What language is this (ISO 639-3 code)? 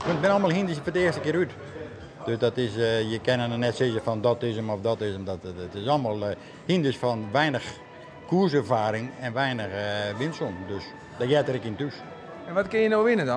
fry